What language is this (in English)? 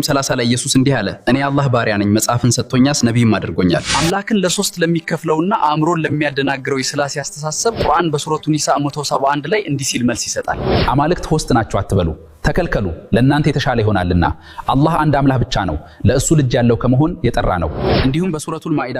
Amharic